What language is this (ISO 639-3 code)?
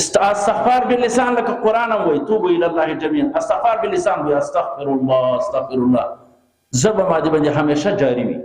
pus